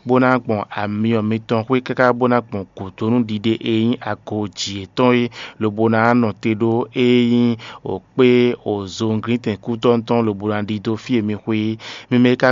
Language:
Fon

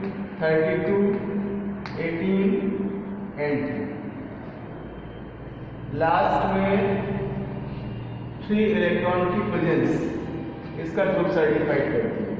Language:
Hindi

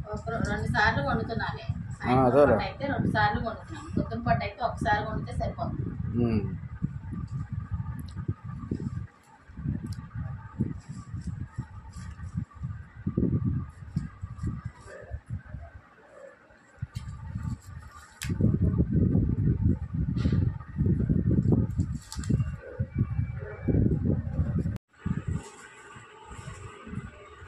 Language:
Telugu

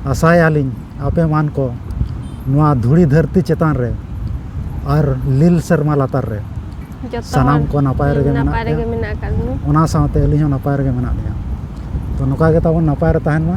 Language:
Santali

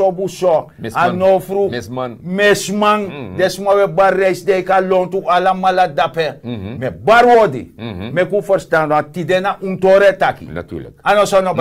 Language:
Sranan Tongo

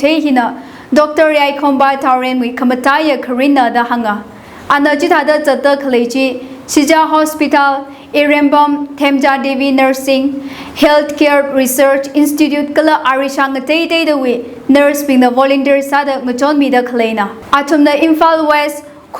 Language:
Tangkhul Naga (India)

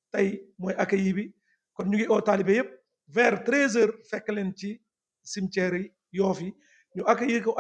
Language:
Wolof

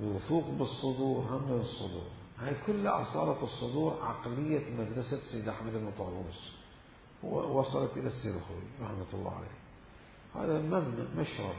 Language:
Mesopotamian Arabic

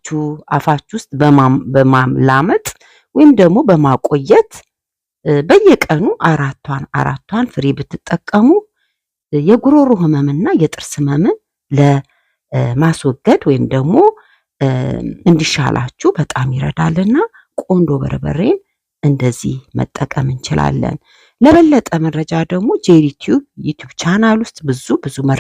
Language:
Amharic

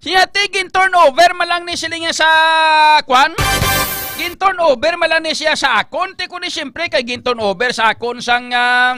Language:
Hiligaynon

